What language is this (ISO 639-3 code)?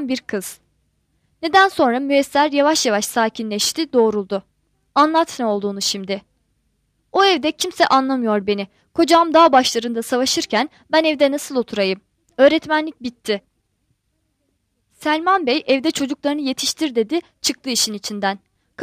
tur